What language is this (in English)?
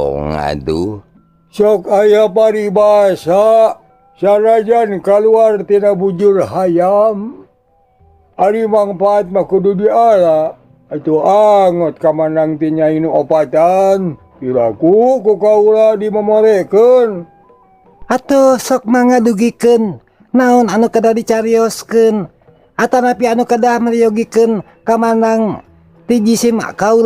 Sundanese